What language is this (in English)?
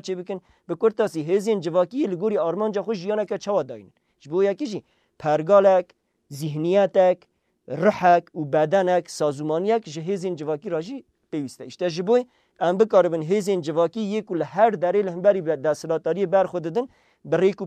Kurdish